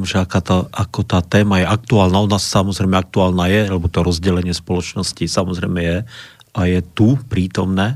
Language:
Slovak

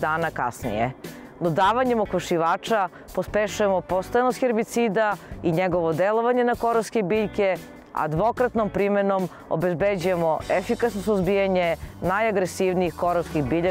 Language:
Serbian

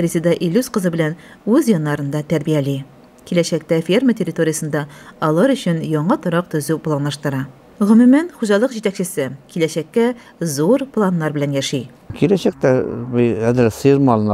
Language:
Tatar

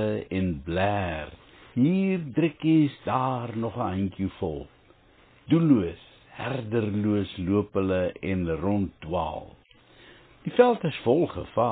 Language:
Afrikaans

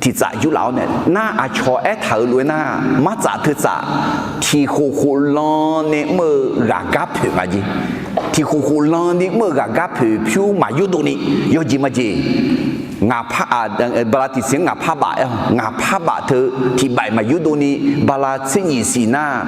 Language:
Akha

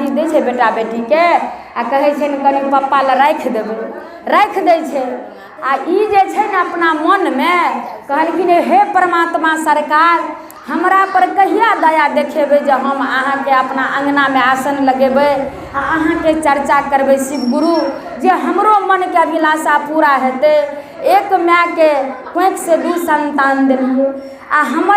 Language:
Maithili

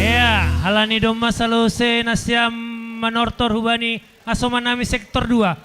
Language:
Batak Simalungun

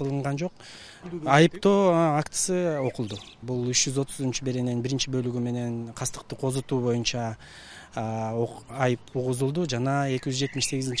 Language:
Kyrgyz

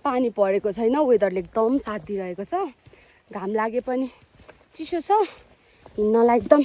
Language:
Nepali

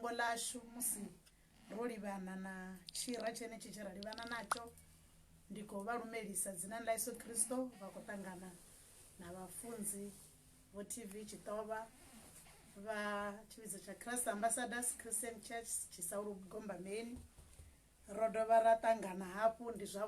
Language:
Venda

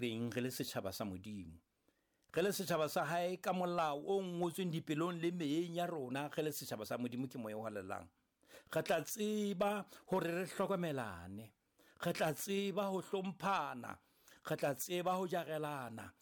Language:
Southern Sotho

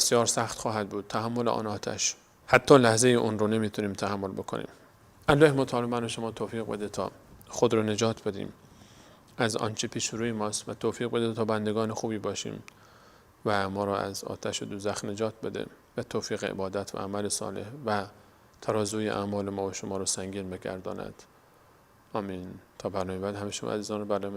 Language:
Persian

